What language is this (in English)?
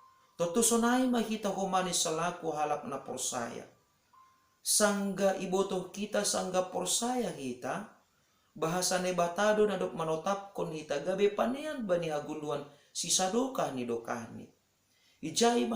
Batak Simalungun